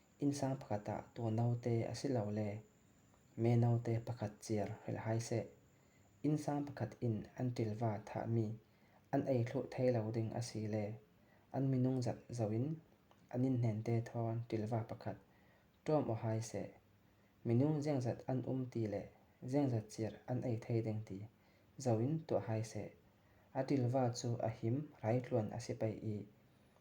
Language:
Falam Chin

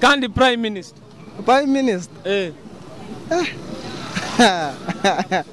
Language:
Nyoro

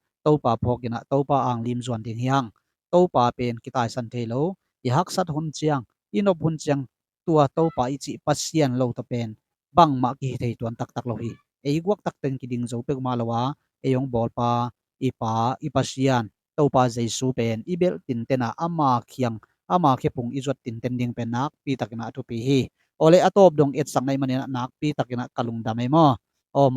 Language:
Tedim Chin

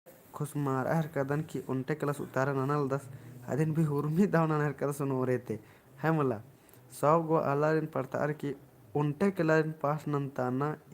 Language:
Kurukh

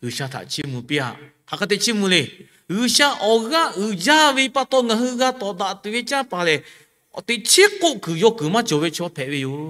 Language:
Lahu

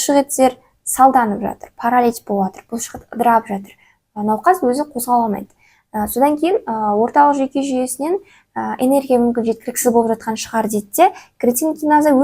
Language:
Kazakh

